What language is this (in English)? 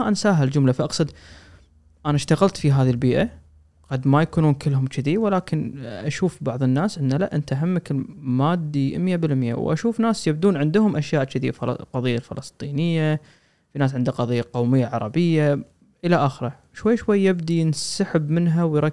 Gulf Arabic